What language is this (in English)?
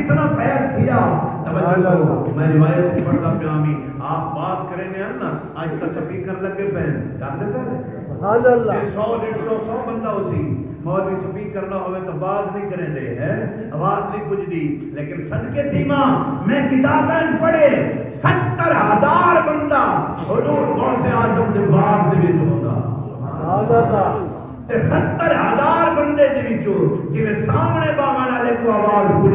Saraiki